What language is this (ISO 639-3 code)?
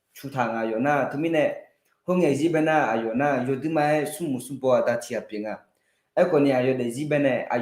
ahk